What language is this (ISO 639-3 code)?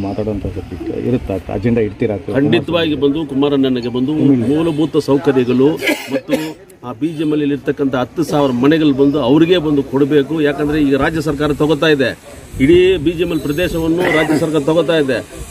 kan